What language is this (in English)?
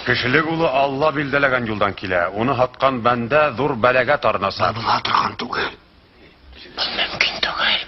Bashkir